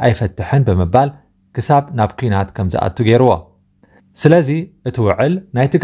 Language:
Tigrinya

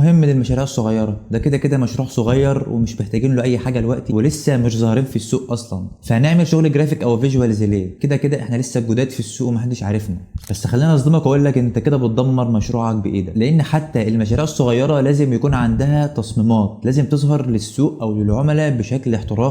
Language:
Egyptian Arabic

